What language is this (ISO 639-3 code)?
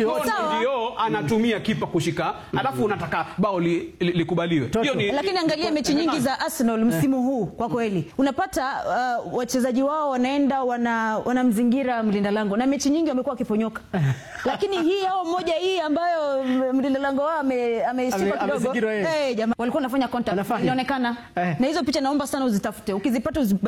swa